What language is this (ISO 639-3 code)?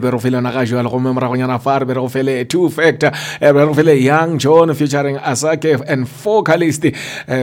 nso